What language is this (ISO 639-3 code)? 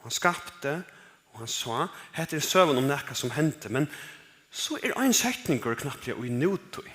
fao